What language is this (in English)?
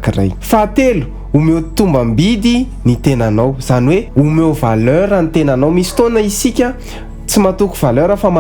Malagasy